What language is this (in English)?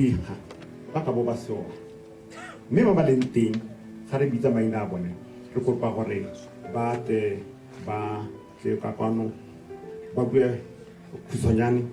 Tswana